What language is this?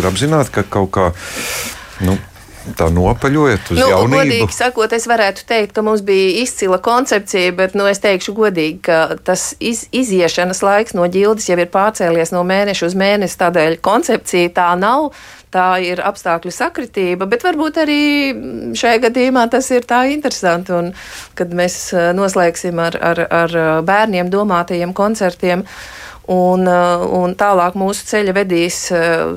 Latvian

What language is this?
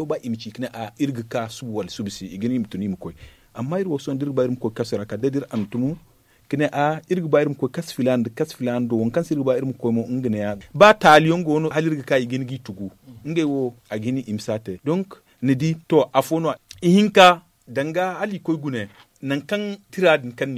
Zarma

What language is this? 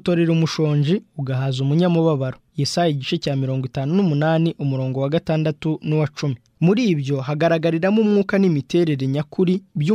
Kinyarwanda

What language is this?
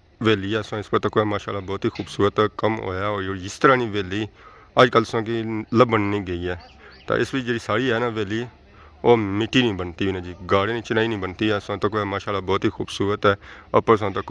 Pahari-Potwari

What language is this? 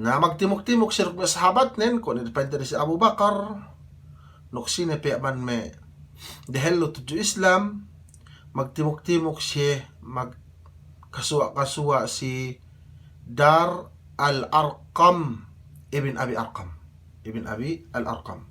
Yakan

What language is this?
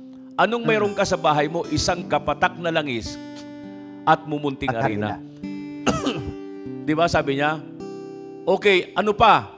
Filipino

